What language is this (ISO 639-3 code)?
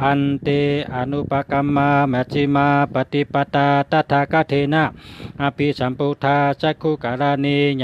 shn